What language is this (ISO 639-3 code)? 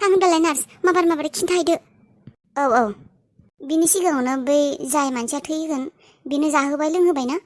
brx